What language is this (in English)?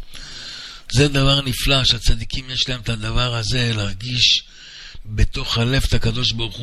Hebrew